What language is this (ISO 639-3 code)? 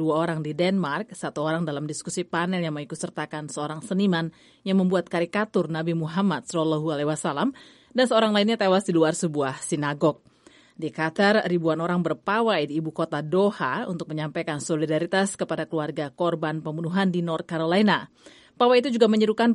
ind